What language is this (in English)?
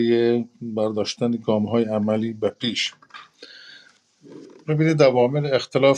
Persian